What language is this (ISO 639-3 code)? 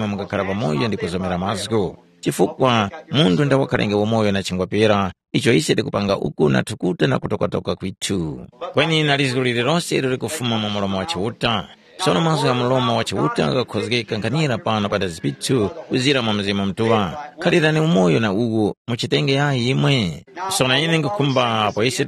tum